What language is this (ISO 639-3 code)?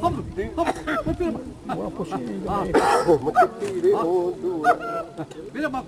xav